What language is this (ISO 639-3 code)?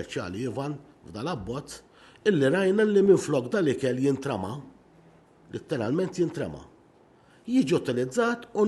mlt